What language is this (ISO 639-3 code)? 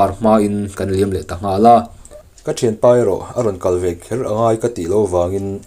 lus